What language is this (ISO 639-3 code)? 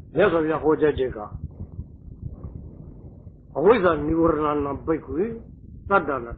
mya